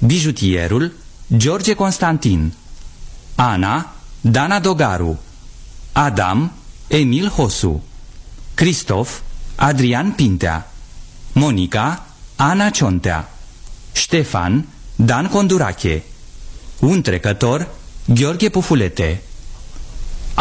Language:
Romanian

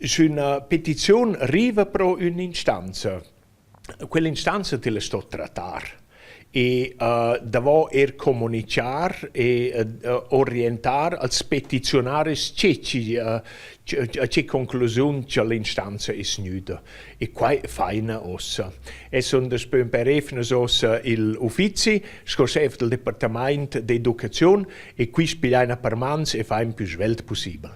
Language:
Romansh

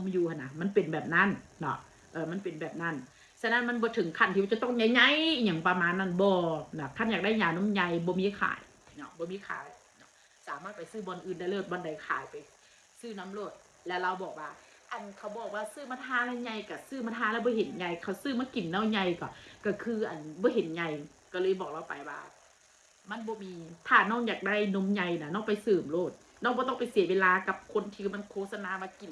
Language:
Northeastern Thai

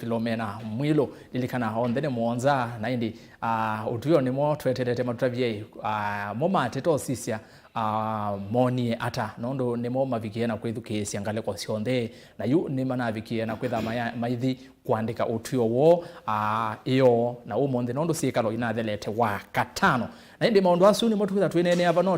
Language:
Kamba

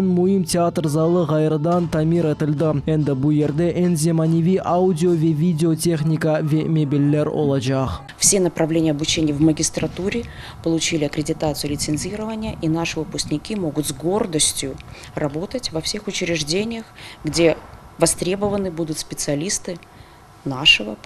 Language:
Crimean Tatar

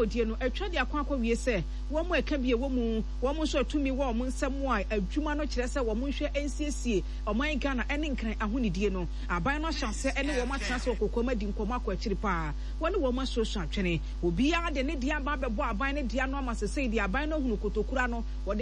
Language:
Akan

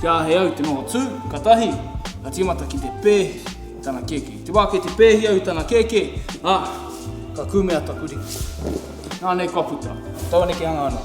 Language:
Māori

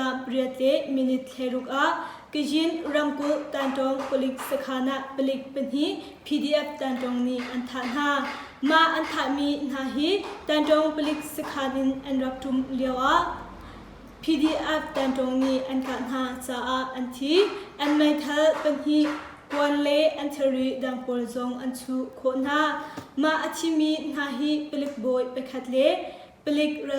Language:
Hakha Chin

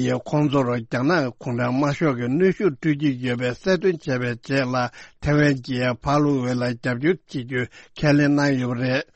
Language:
Tibetan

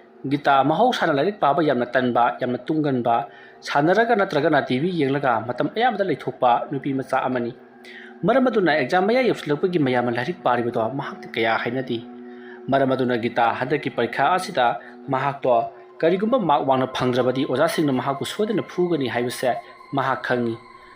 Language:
Manipuri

